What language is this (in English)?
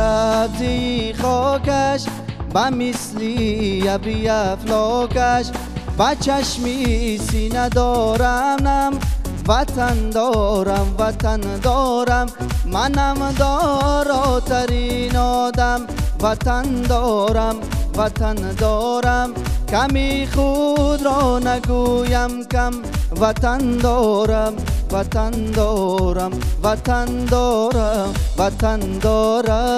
Persian